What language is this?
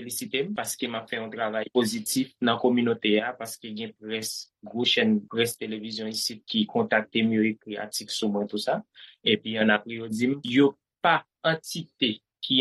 Haitian Creole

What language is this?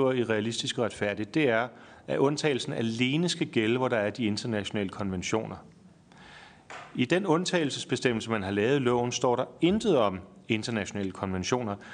Danish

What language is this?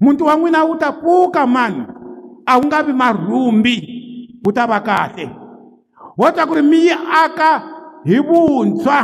Tsonga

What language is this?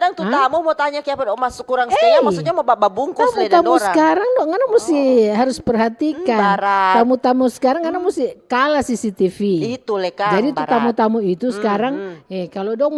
Manado Malay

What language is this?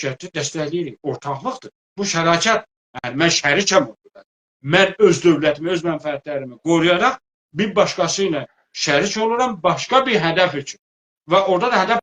South Azerbaijani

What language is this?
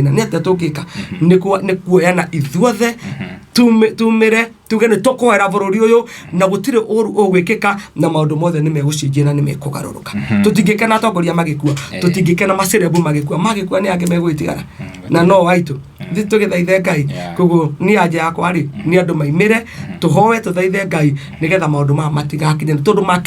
Kikuyu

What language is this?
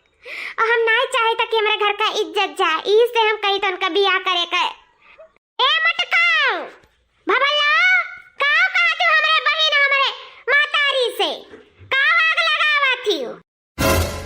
Awadhi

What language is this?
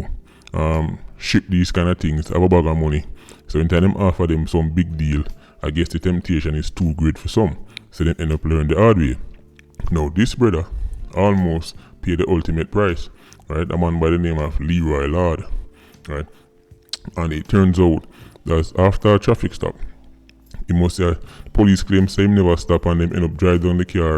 Jamaican Creole English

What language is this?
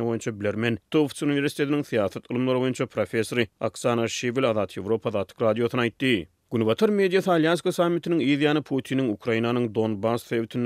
Turkmen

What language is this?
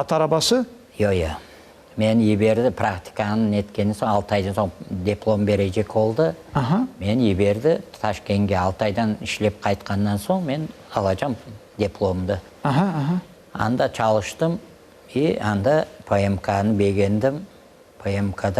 Crimean Tatar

